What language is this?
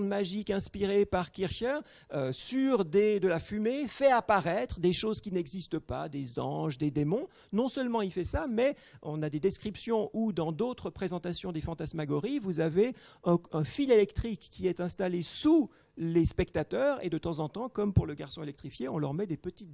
French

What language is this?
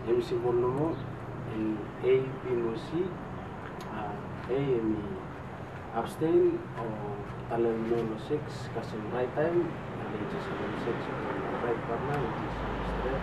Bislama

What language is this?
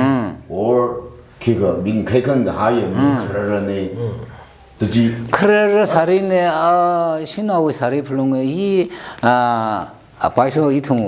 Tangkhul Naga (India)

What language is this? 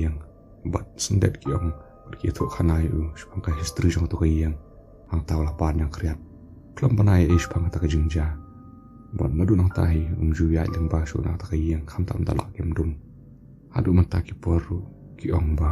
Khasi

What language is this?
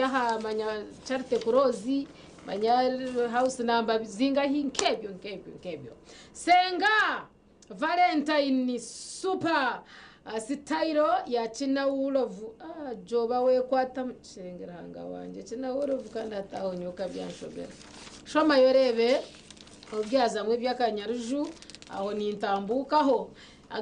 Nyankole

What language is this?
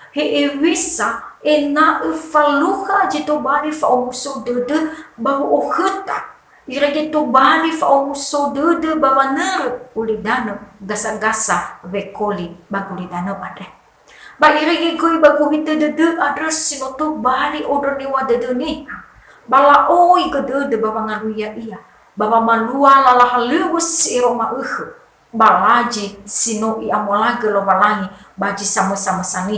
Nias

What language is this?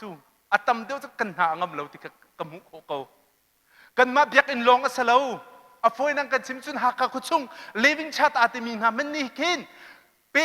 Hakha Chin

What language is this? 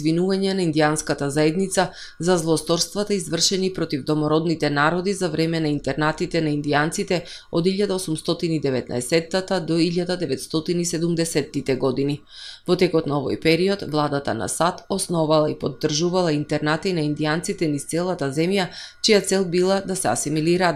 Macedonian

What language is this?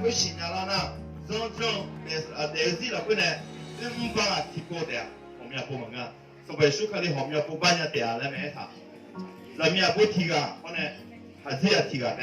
Akha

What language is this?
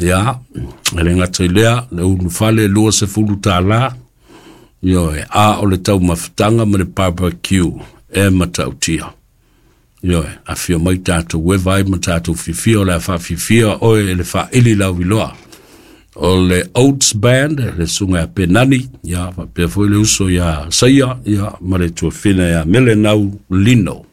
Samoan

